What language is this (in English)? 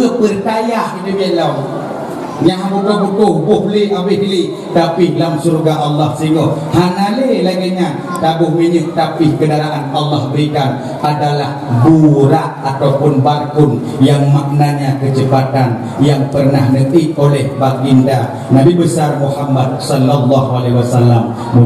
Achinese